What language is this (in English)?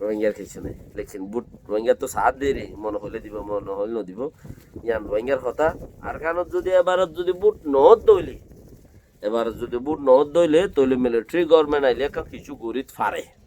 Rohingya